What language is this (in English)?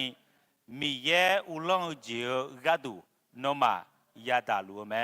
Akha